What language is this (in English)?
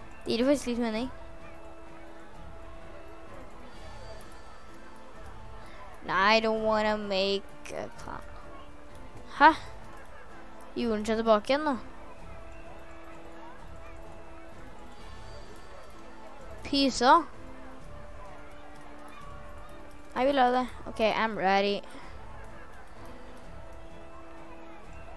Norwegian